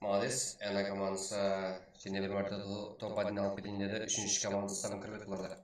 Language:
Kara-Kalpak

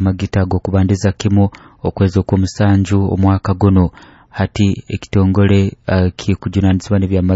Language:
Nyoro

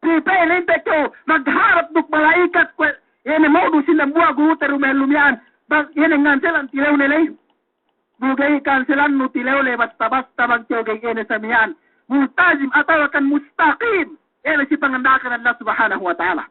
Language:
Yakan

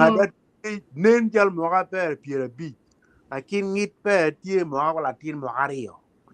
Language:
Acoli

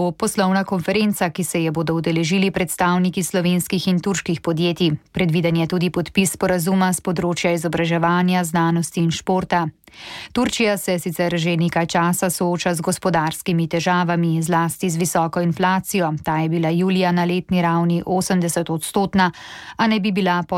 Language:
Slovenian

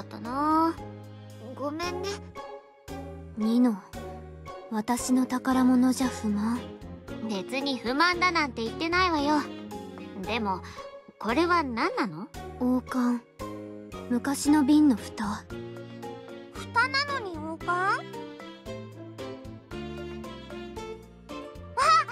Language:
Japanese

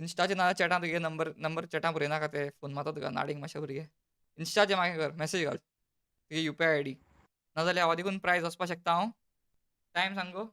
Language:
Konkani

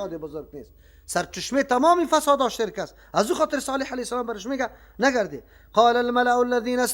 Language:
Persian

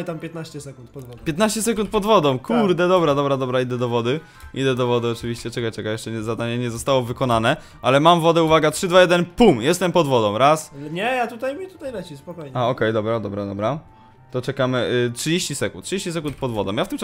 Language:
Polish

